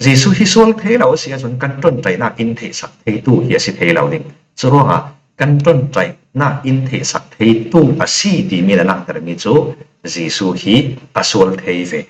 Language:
Falam Chin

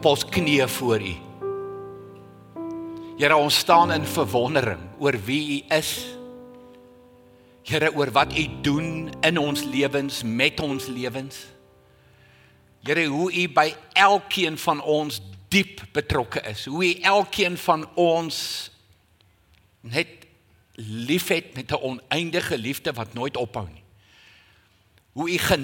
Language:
Afrikaans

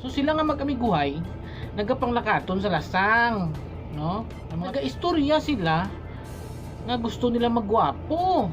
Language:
Hiligaynon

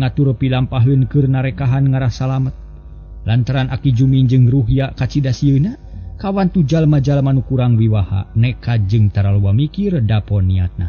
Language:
Sundanese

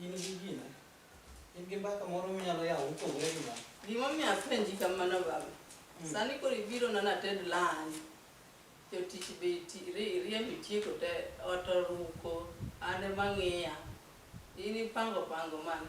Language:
Luo (Kenya and Tanzania)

